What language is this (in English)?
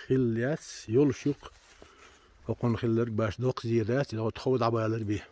Chechen